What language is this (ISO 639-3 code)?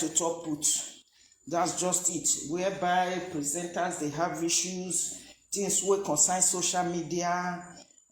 pcm